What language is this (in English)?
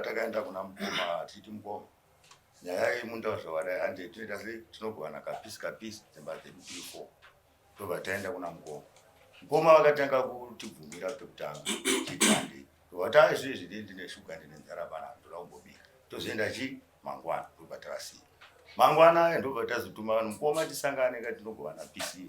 Shona